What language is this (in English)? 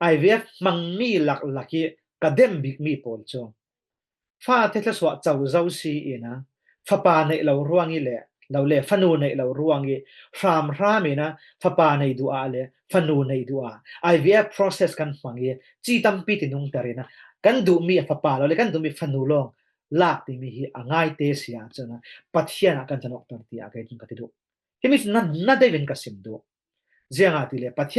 Falam Chin